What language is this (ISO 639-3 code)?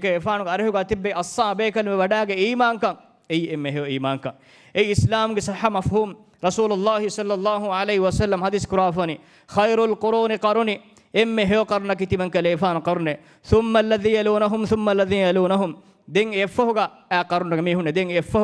div